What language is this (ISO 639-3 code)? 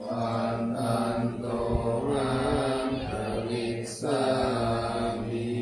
pli